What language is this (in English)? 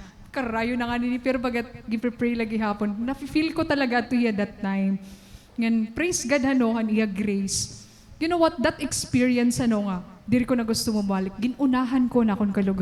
Waray